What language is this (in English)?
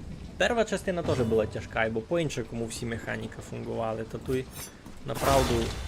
Rusyn